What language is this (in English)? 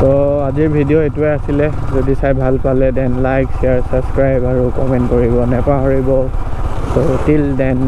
Assamese